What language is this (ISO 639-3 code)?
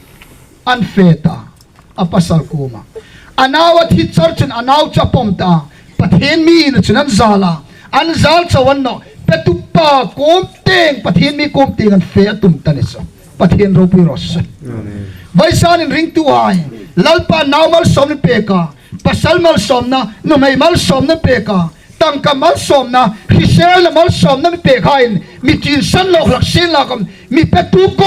hmr